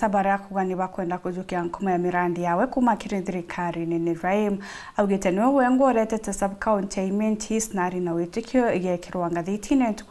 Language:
Meru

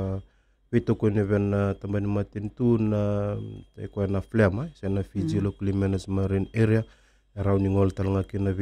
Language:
Fijian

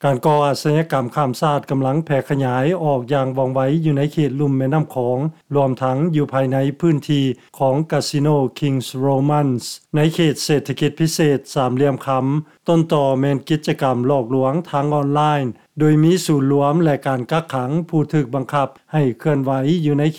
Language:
Lao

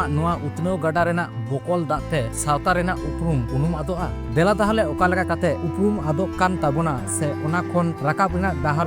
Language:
Santali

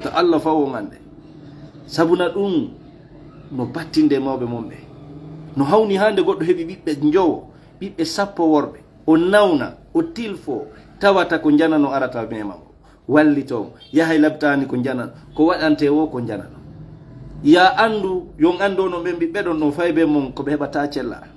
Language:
Fula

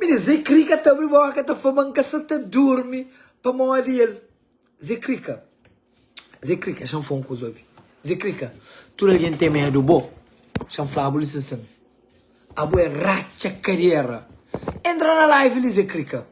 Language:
Kabuverdianu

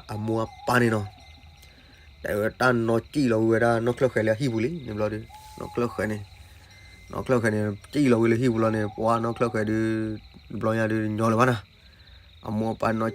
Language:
S'gaw Karen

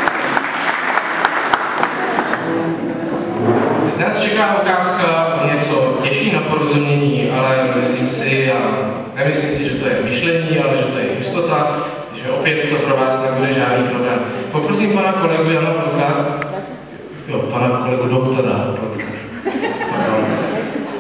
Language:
Czech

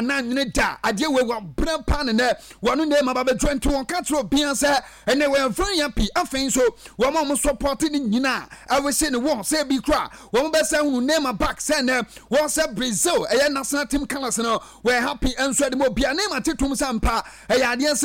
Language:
Akan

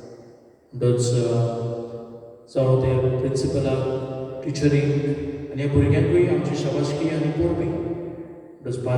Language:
Konkani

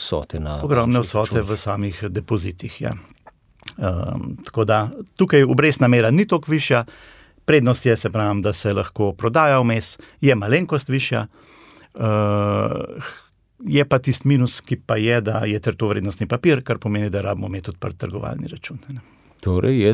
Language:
Slovenian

